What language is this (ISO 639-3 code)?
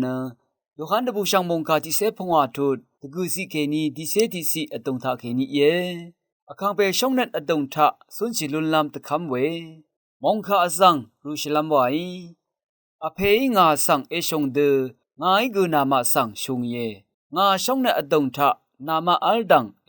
raw